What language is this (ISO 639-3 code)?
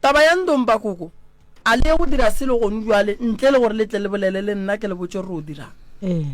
nso